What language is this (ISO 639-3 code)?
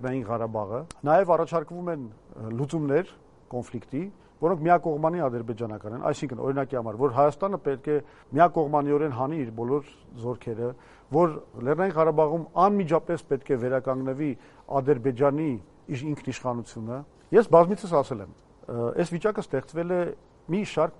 hye